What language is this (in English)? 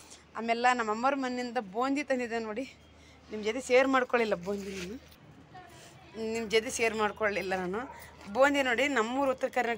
Kannada